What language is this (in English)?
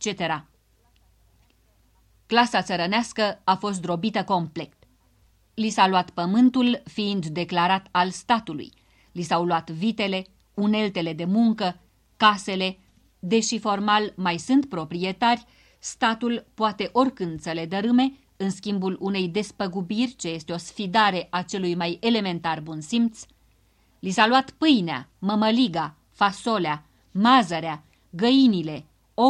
Romanian